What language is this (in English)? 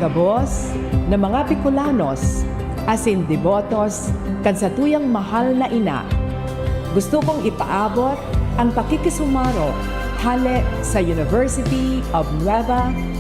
Bikol